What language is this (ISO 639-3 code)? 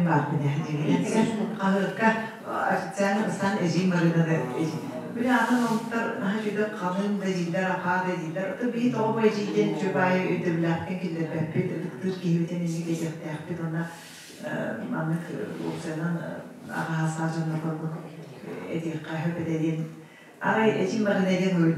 sah